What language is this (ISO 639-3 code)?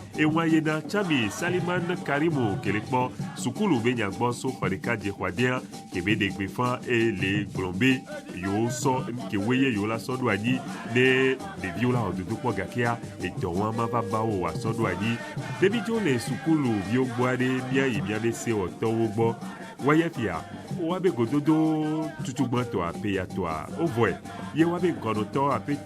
ewe